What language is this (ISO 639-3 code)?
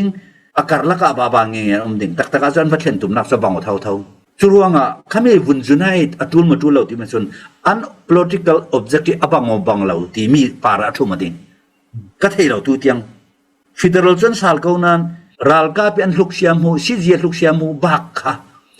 cfm